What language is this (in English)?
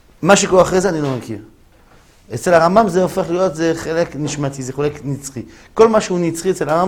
Hebrew